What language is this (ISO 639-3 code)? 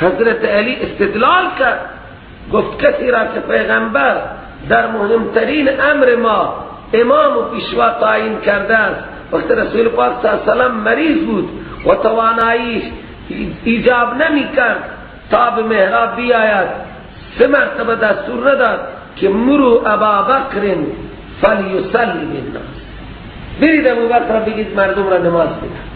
fas